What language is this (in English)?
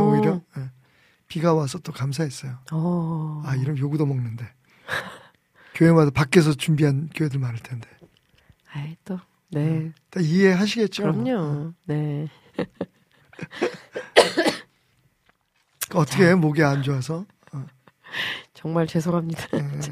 Korean